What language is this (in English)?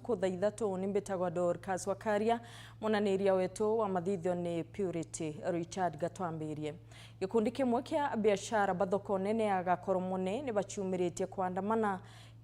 Meru